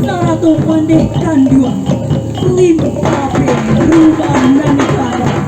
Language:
Minangkabau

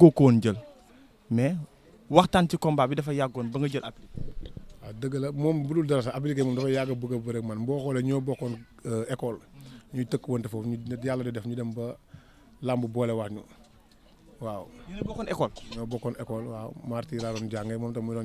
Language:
Wolof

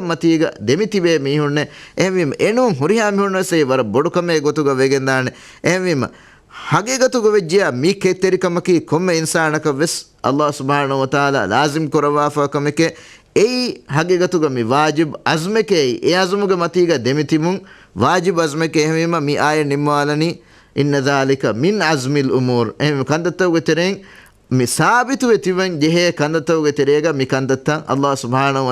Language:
Divehi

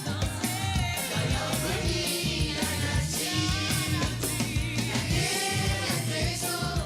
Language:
Morisyen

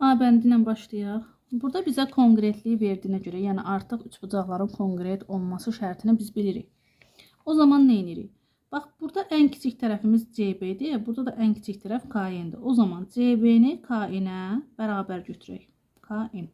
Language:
Azerbaijani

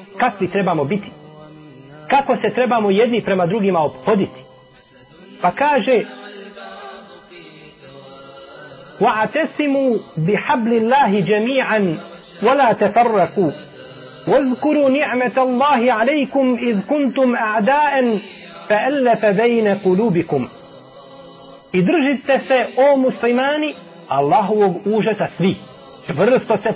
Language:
Bosnian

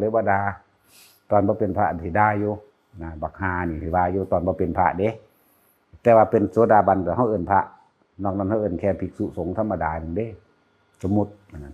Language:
Northeastern Thai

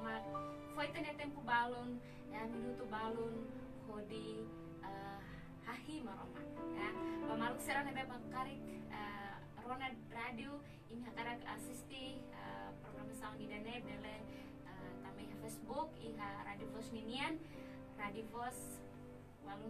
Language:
Tetum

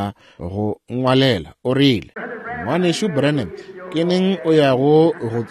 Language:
Northern Sotho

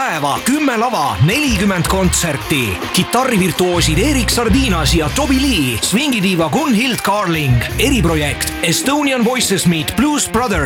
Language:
Estonian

